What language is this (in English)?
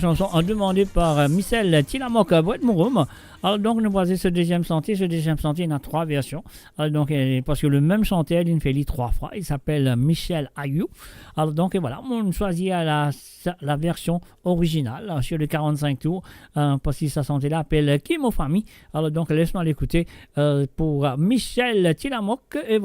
Morisyen